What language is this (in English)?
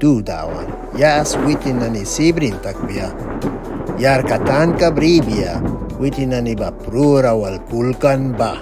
Mískito